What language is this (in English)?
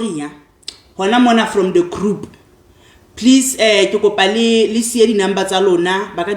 Southern Sotho